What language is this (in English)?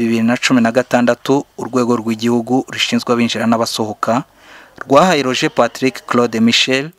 Kinyarwanda